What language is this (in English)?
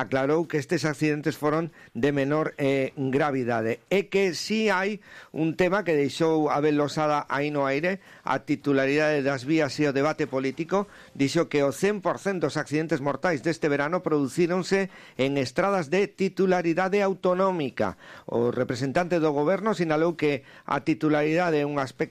Galician